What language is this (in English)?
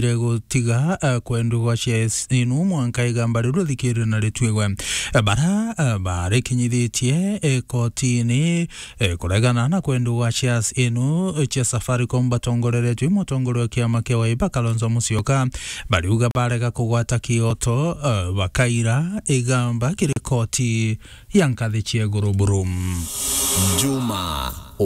Meru